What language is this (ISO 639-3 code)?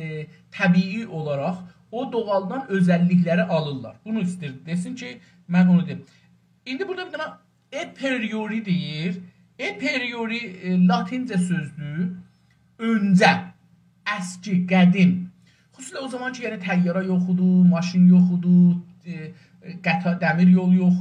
azb